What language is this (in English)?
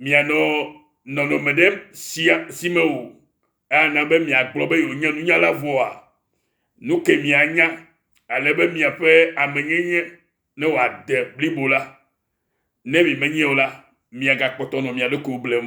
Ewe